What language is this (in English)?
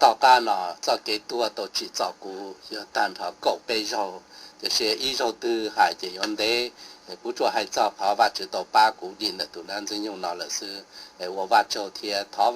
Hmong